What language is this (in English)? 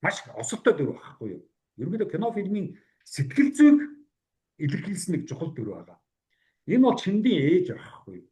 Mongolian